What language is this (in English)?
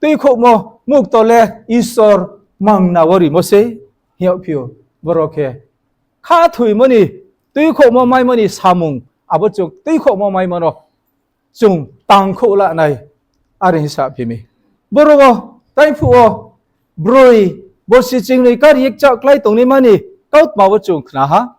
Riang (India)